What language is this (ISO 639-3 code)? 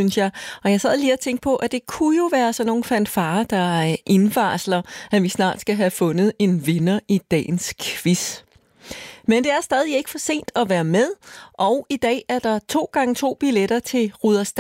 dan